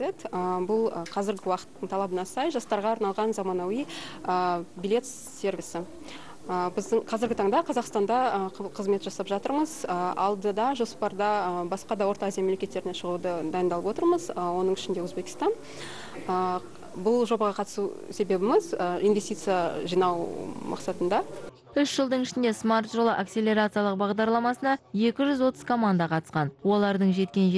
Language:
Kazakh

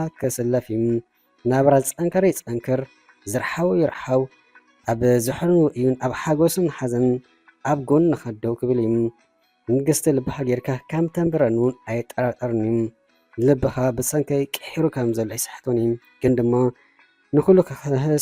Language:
Tigrinya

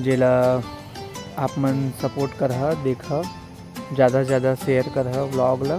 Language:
Chhattisgarhi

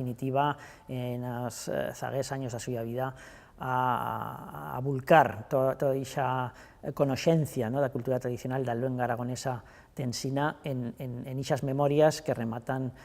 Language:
Aragonese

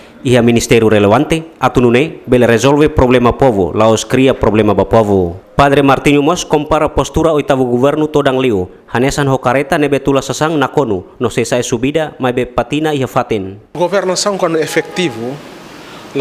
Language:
Tetum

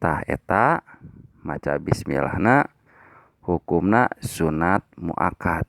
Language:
Sundanese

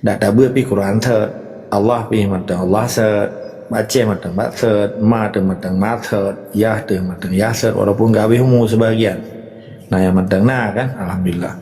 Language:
Achinese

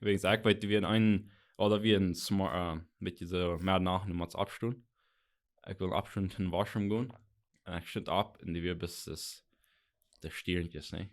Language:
Plautdietsch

